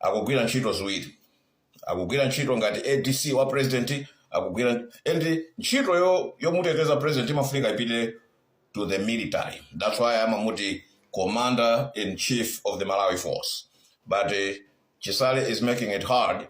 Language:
Nyanja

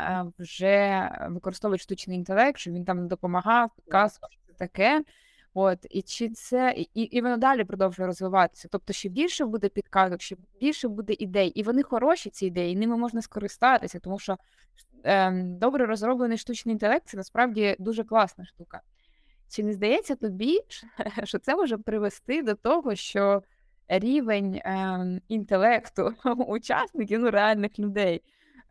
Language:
Ukrainian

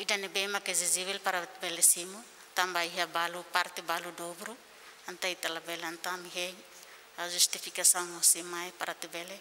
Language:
Tetum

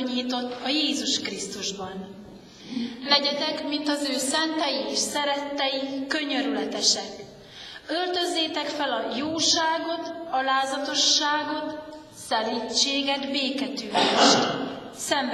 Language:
Hungarian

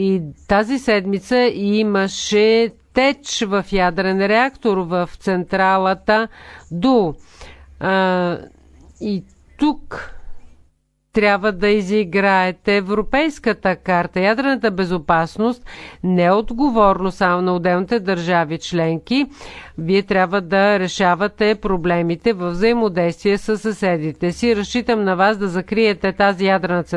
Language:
Bulgarian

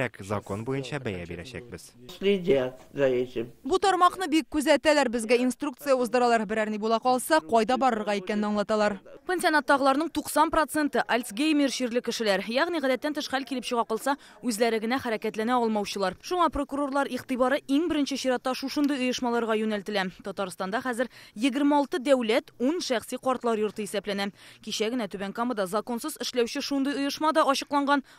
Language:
Tatar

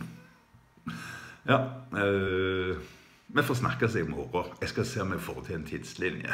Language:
Norwegian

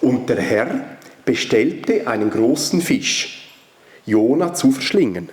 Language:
Swiss German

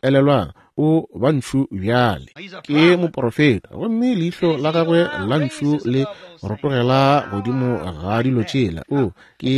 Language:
Northern Sotho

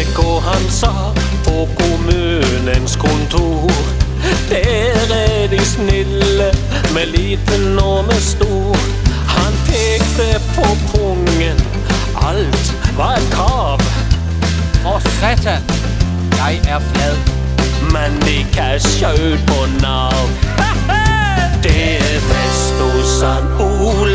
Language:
Norwegian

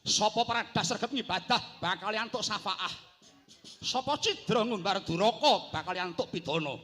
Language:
Javanese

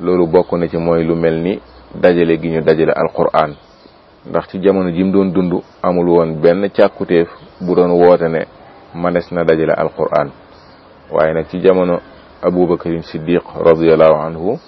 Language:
Wolof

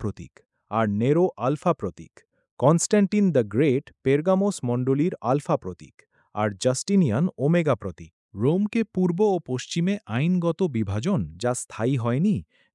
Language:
Bangla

